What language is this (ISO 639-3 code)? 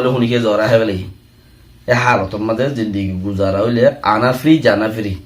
rhg